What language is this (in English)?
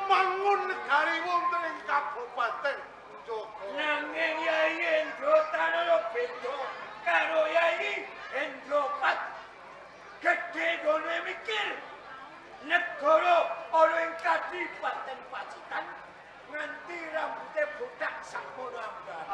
Javanese